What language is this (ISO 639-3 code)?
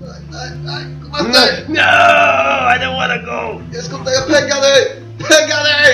fao